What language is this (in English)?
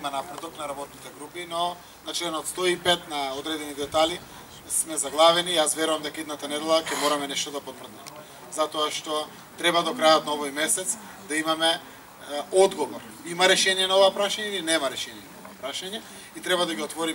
Macedonian